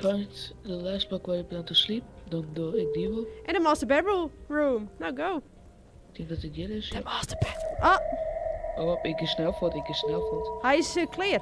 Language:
Western Frisian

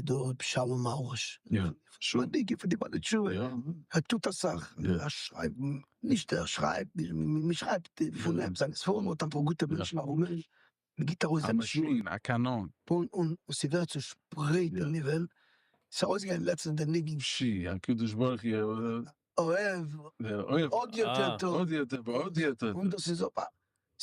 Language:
Yiddish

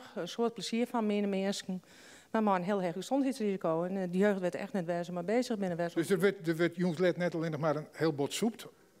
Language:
Western Frisian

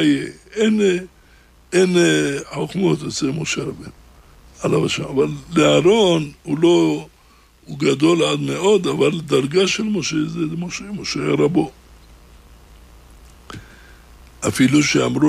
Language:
Hebrew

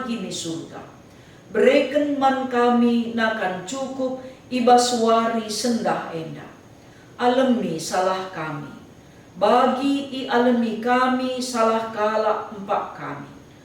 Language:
Batak Karo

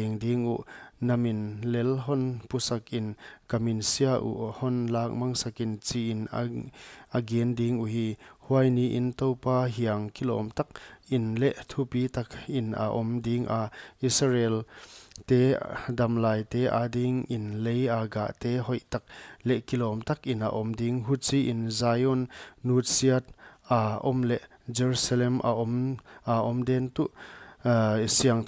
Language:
Paite Chin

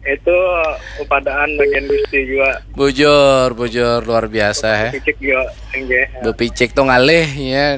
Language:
Banjar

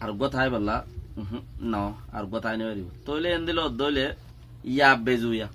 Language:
Rohingya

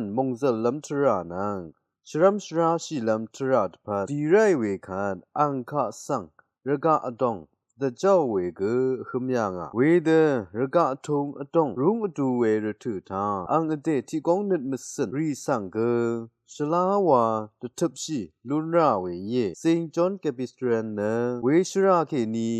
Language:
Rawang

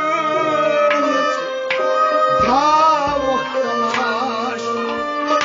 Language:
Kashmiri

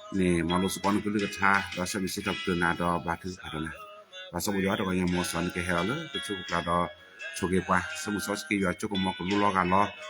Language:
S'gaw Karen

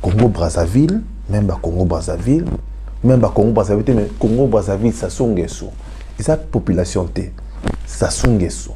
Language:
Lingala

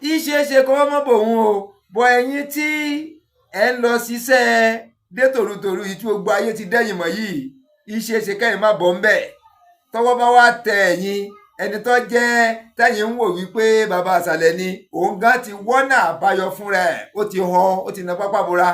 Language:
Yoruba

